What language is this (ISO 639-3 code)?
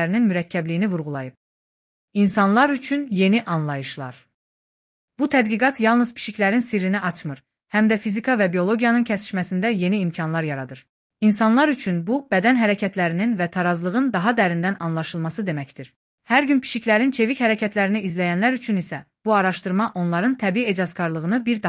aze